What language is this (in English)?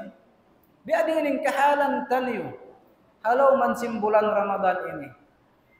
Tausug